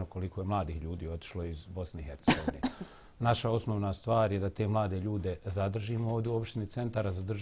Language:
Bosnian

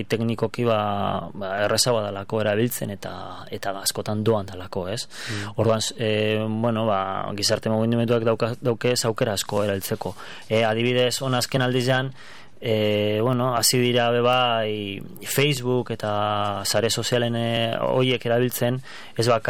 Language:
Basque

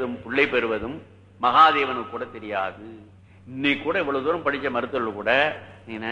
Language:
Tamil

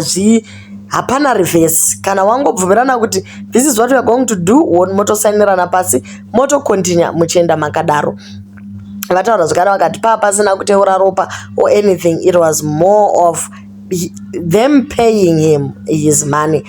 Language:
Shona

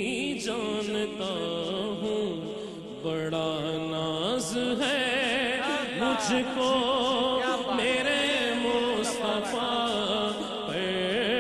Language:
Urdu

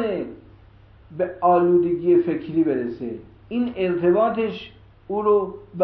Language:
Persian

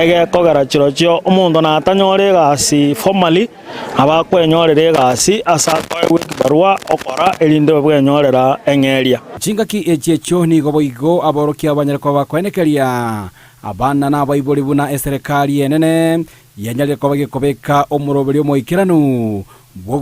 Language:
Gusii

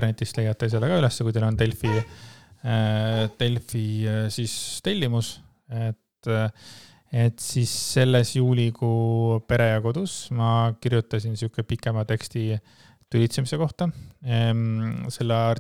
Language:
Estonian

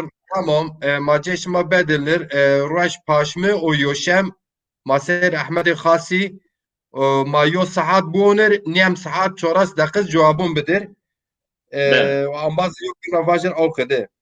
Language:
Zaza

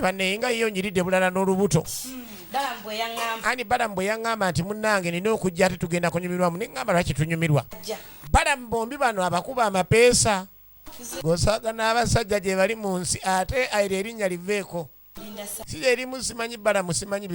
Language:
Ganda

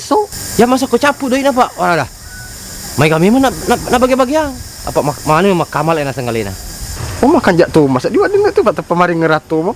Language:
Buginese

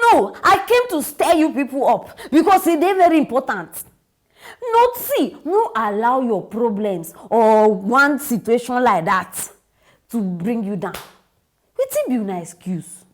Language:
Nigerian Pidgin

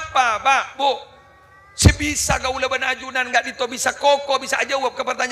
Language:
Madurese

